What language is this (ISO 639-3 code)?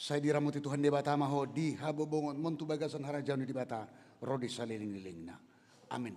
bbc